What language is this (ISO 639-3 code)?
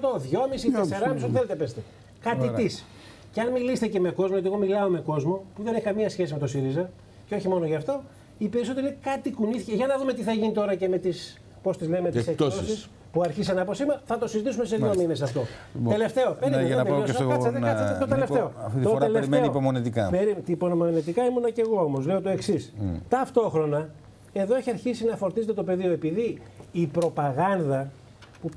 ell